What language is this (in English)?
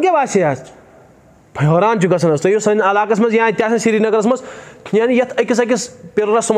Kashmiri